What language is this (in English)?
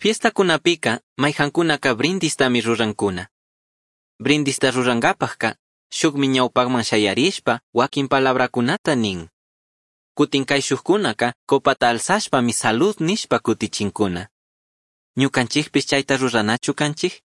Chimborazo Highland Quichua